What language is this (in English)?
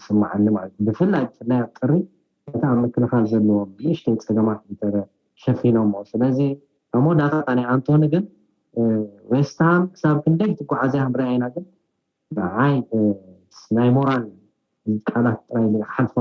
Tigrinya